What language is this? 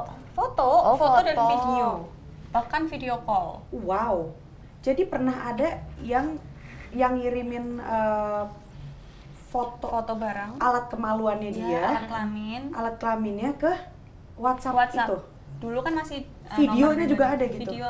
Indonesian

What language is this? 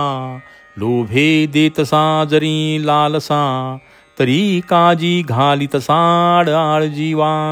Marathi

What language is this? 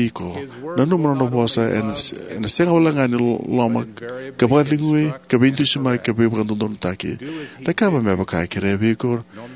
Fijian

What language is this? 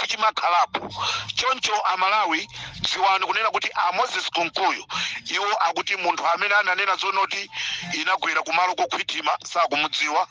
Nyanja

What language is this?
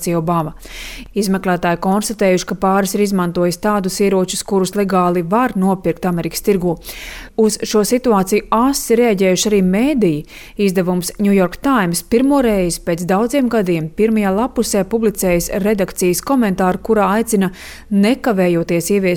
Latvian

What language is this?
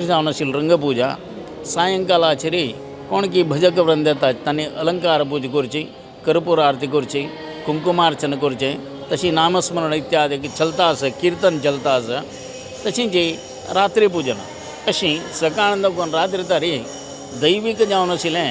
Konkani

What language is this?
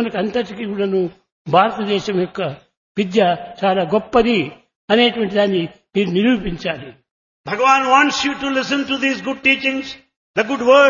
Telugu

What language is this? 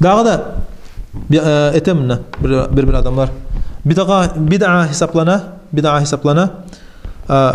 Kumyk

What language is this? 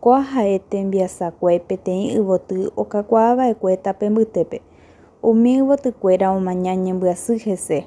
Guarani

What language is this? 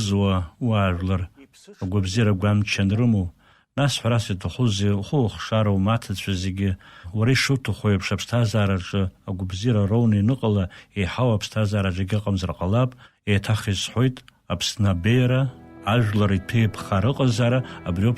Abkhazian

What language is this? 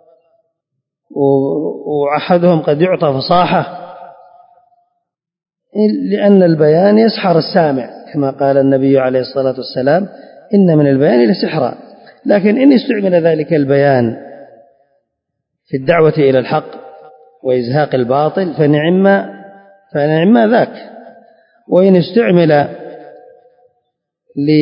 Arabic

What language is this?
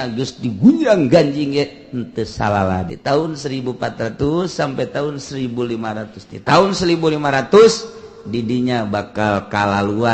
Sundanese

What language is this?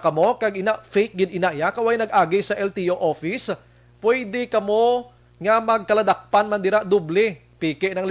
Hiligaynon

